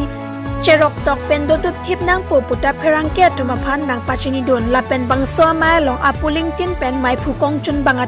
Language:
Karbi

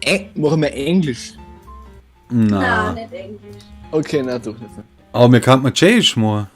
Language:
Bavarian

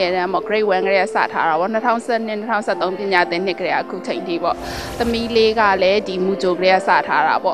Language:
Burmese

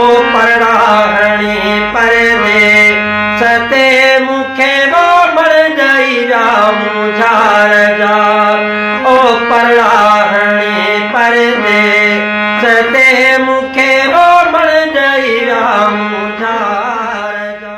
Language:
Sindhi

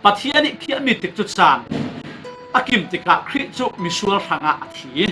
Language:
Falam Chin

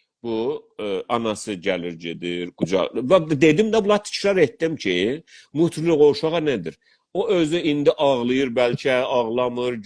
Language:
South Azerbaijani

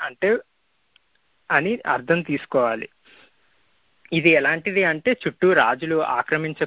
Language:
Telugu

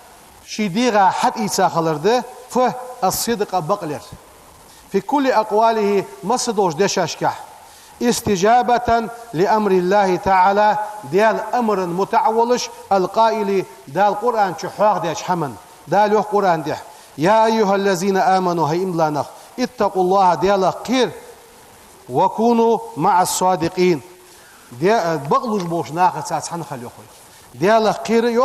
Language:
Ingush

